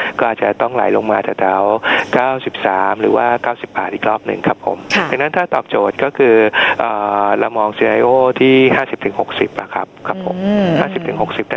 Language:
Thai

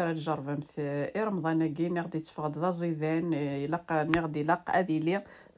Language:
Kabyle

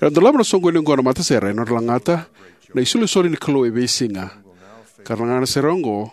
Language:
Fijian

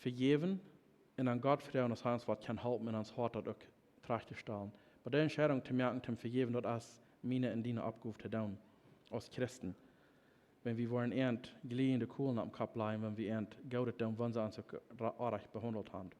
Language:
Plautdietsch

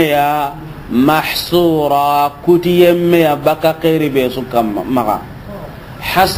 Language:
Soninke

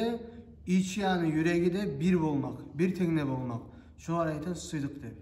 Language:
Kumyk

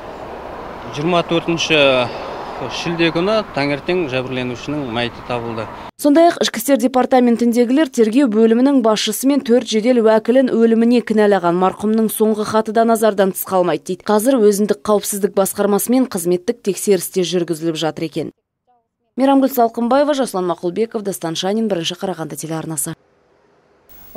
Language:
Kazakh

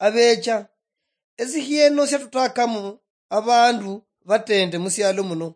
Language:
Luyia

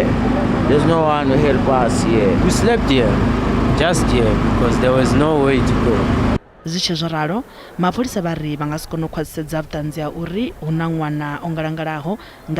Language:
Venda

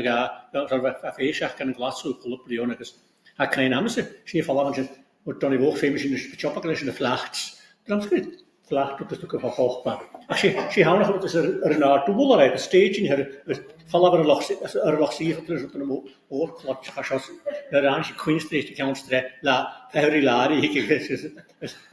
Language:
Scottish Gaelic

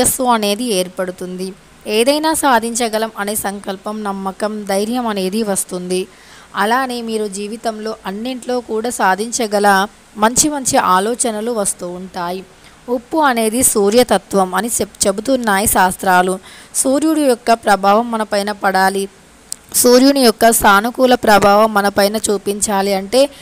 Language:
Telugu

